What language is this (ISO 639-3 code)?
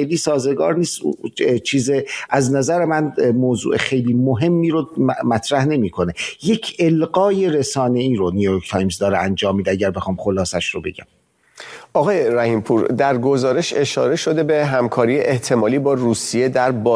fas